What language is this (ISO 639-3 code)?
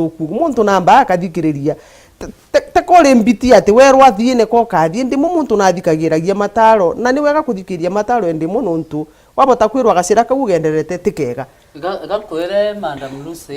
mer